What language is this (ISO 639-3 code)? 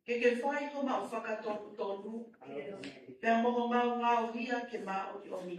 ton